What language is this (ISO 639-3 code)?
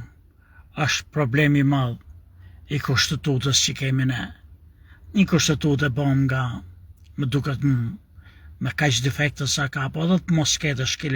sqi